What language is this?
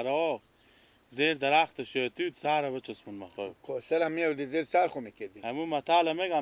Persian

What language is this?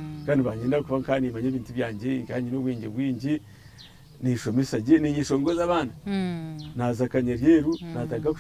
Nyankole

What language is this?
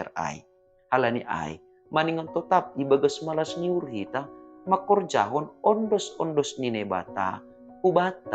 Batak Simalungun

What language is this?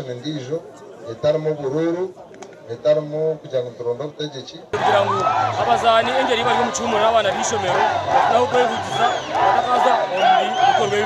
Nyankole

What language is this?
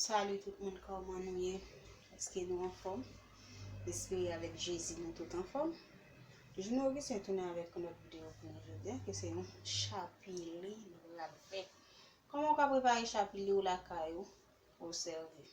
Haitian Creole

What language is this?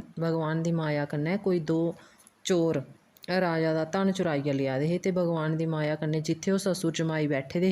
Dogri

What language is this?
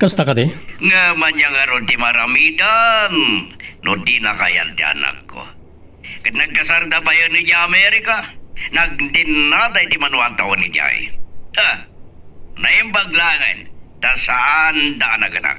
Iloko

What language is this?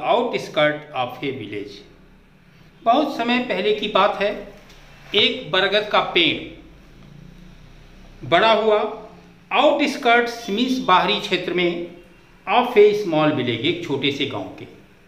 Hindi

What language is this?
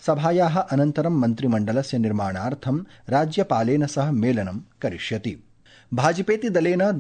Sanskrit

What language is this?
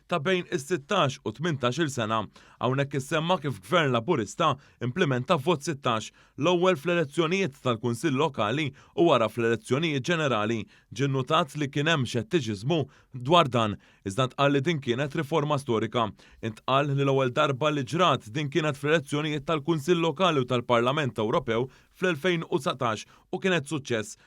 Maltese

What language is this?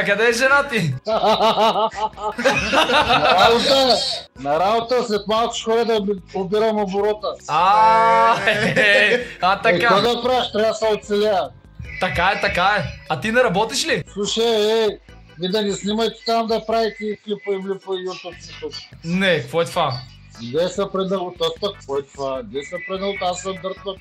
Bulgarian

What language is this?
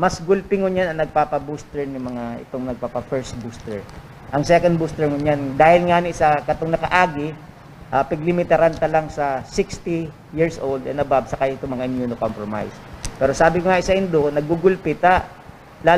Bikol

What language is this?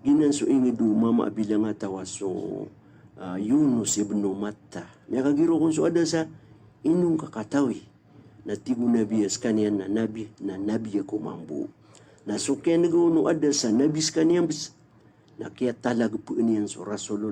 Maranao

